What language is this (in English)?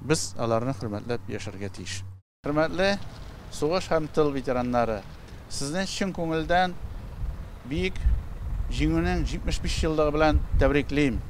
Tatar